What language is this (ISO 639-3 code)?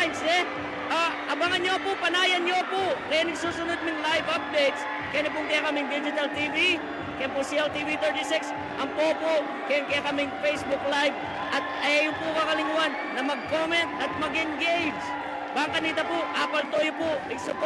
pam